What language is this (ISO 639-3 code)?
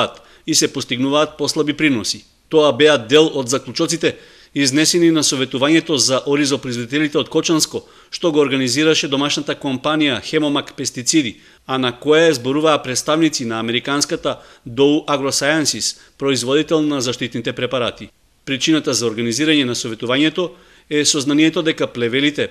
mkd